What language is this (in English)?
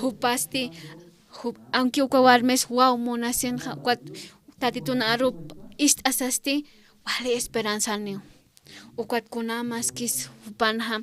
Aymara